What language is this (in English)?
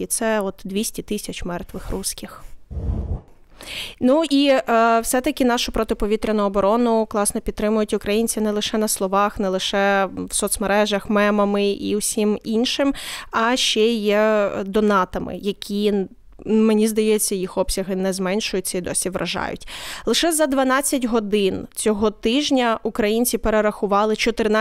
Ukrainian